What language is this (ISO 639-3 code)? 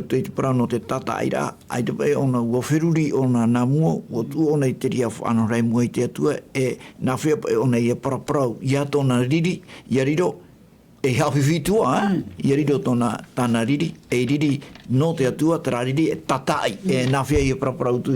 tah